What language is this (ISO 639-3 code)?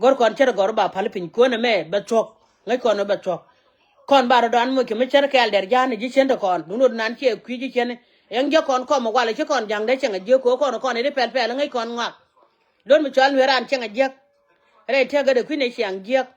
nus